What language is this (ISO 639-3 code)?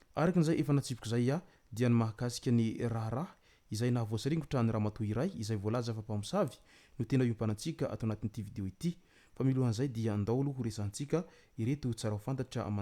mlg